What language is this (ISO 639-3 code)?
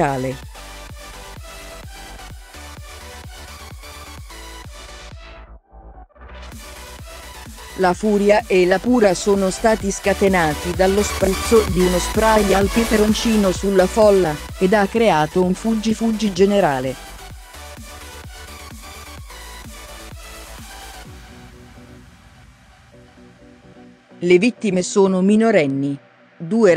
ita